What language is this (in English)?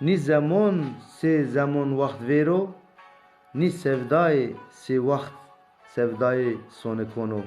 Zaza